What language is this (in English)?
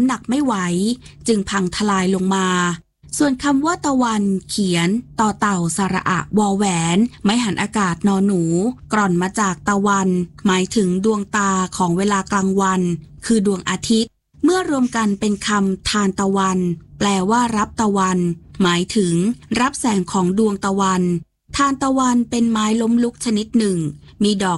Thai